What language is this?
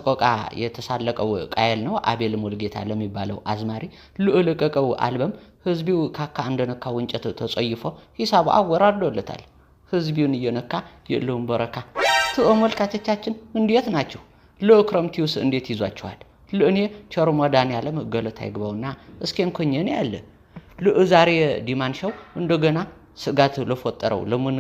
Amharic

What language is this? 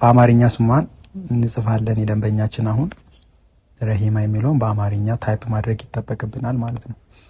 Amharic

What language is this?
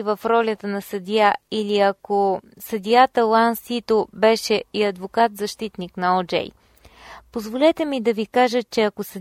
Bulgarian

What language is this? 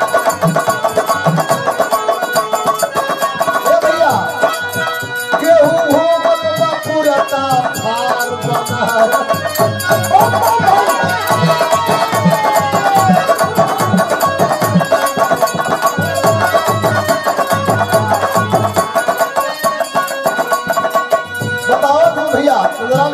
Bhojpuri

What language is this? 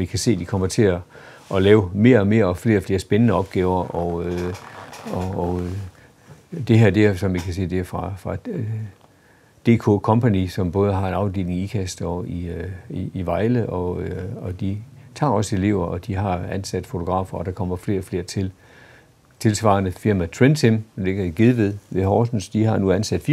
Danish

